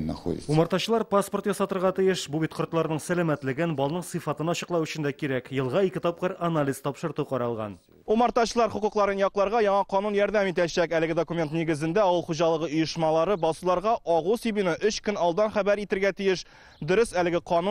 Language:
Tatar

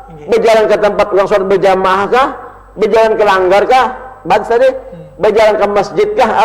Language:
Banjar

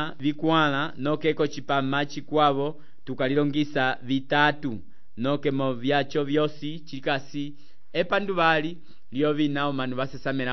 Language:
Umbundu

